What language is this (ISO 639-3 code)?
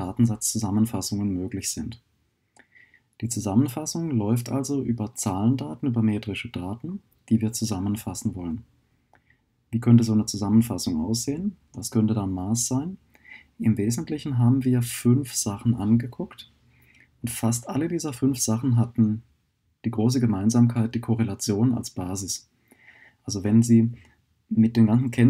deu